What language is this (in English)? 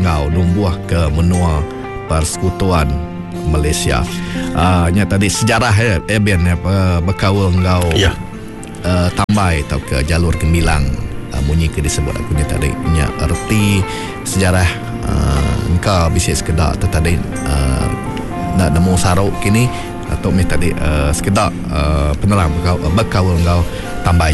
Iban